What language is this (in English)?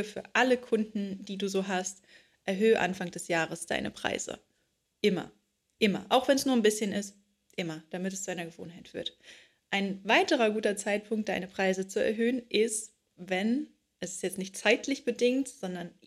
German